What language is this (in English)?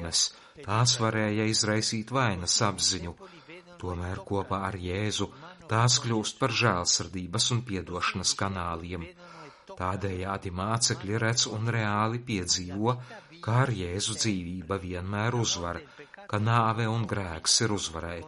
Latvian